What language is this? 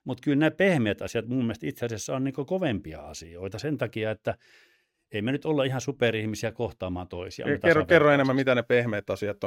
Finnish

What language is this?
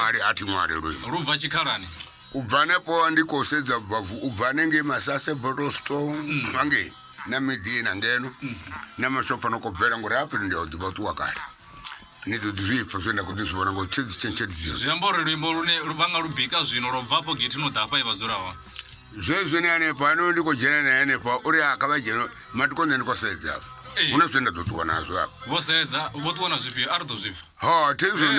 Venda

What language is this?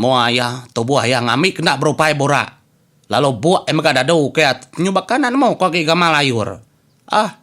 Iban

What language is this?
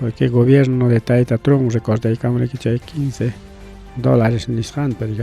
Ayacucho Quechua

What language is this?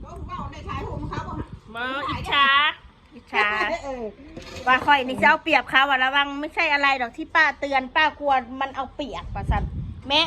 Northeastern Thai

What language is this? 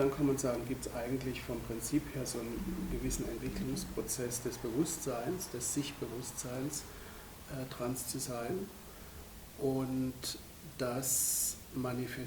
Swiss German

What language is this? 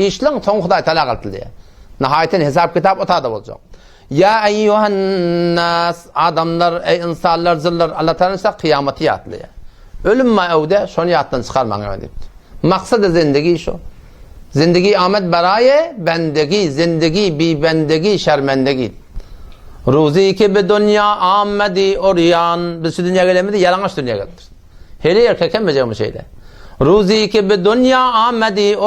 Turkmen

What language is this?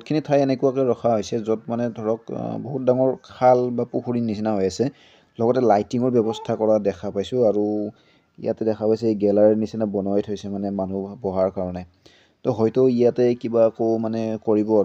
Assamese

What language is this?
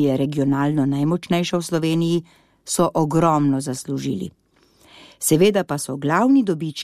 Slovenian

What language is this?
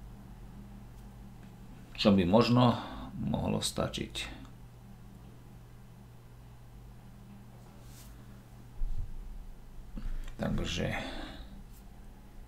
Slovak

